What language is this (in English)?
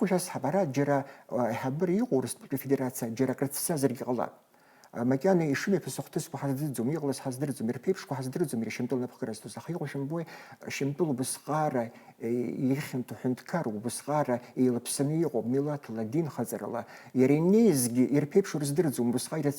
Abkhazian